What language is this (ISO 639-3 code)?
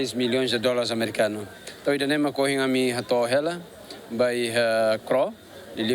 tet